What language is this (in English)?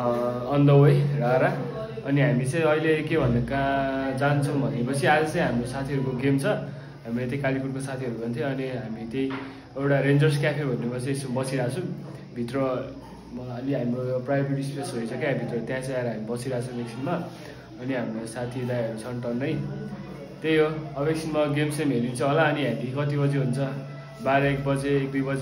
Nepali